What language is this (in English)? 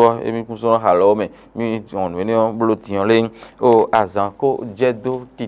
Fon